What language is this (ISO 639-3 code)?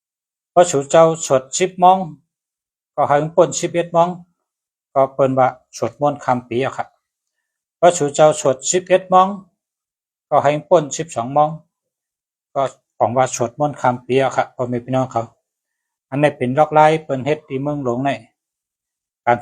shn